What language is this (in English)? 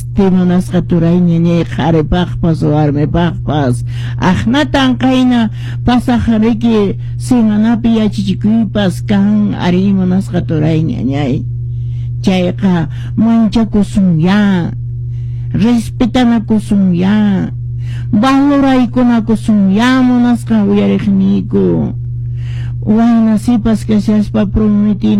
Quechua